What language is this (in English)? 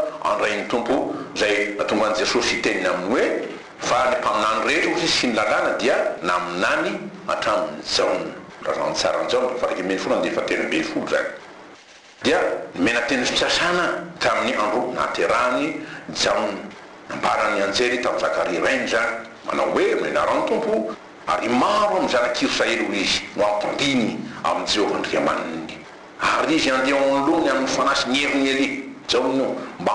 Malagasy